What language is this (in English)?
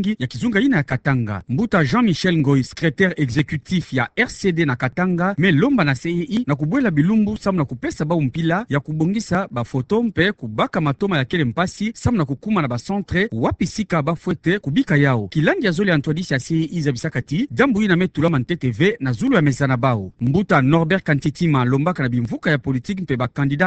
Kituba (Democratic Republic of Congo)